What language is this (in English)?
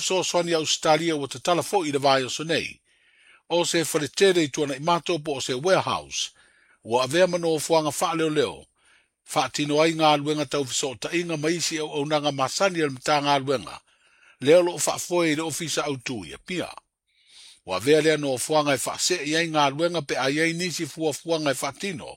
Samoan